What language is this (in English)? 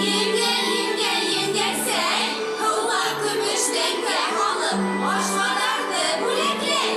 Bashkir